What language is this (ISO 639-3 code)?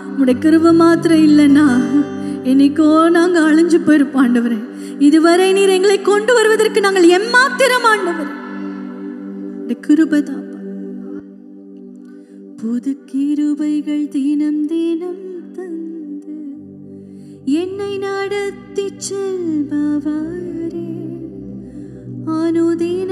tam